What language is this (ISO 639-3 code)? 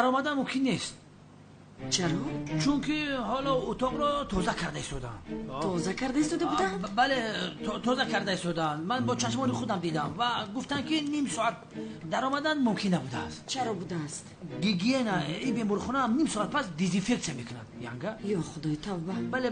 tgk